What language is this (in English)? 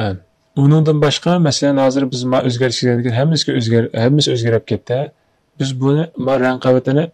Uyghur